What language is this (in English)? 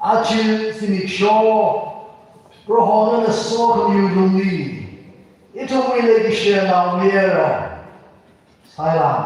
Tangkhul Naga (India)